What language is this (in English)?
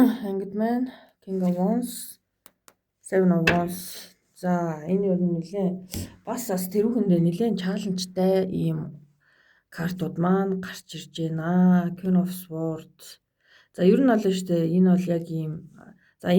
Mongolian